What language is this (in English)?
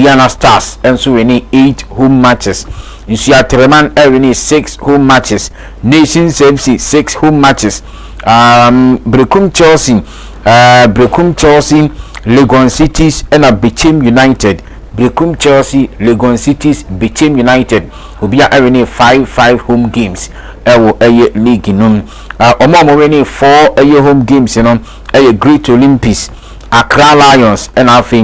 Akan